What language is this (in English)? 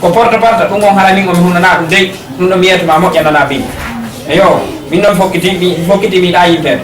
Fula